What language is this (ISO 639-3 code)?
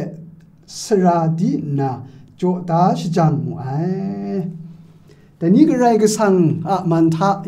kac